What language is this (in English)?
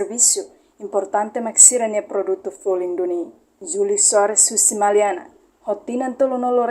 Tetum